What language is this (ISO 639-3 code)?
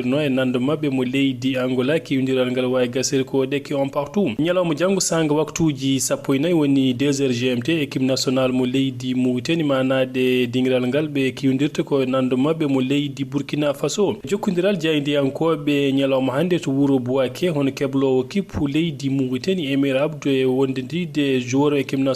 ful